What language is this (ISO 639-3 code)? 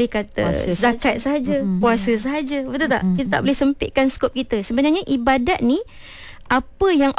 msa